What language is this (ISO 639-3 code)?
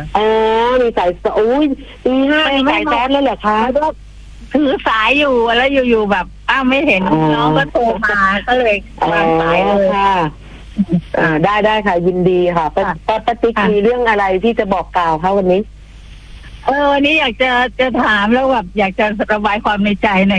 tha